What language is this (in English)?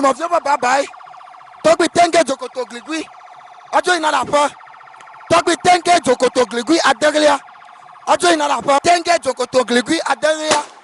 Ewe